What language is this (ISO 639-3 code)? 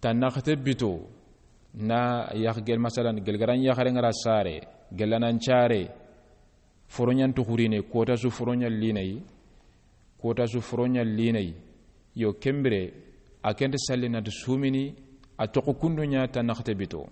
snk